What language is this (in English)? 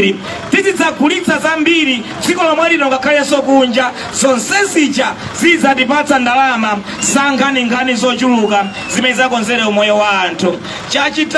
Nyanja